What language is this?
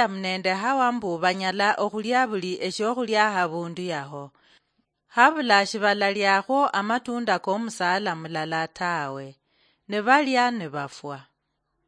Luyia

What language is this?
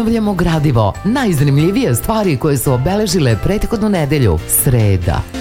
Serbian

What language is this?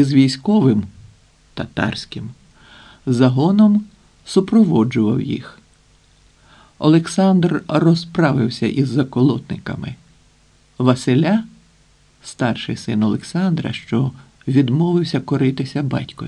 Ukrainian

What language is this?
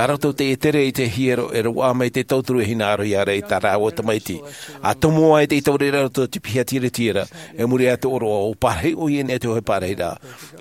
Tahitian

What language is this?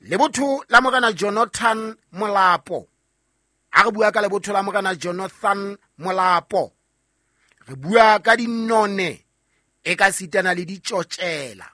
Southern Sotho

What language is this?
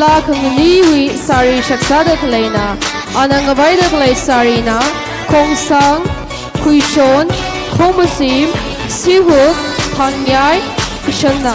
Tangkhul Naga (India)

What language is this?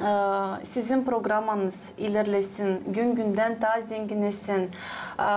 Gagauz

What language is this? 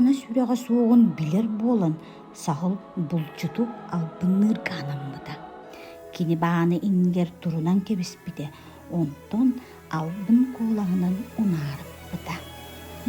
Yakut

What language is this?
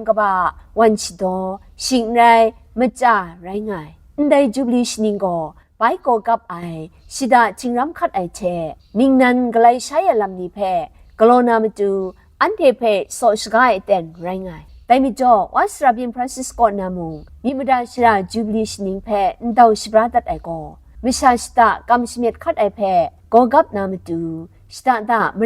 Kachin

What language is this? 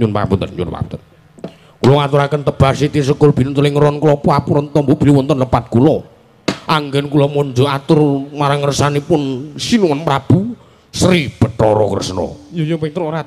Javanese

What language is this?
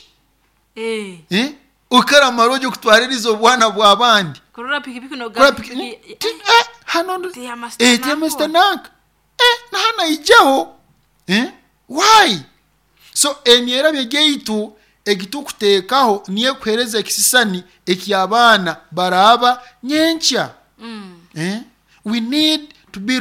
Nyoro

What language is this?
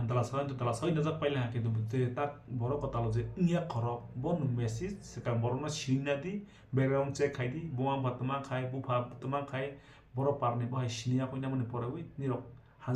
Kok Borok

